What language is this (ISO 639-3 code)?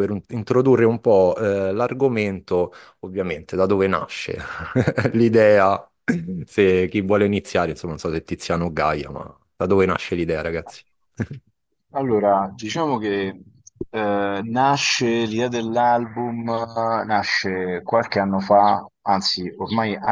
ita